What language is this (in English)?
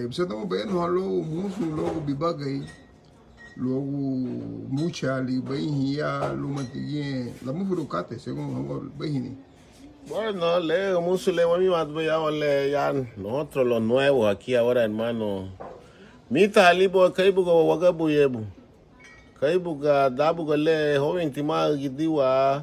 Garifuna